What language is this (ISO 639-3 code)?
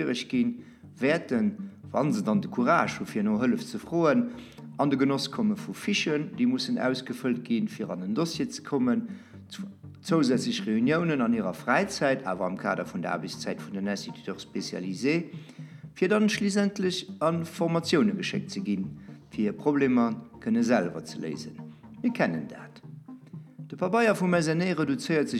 ltz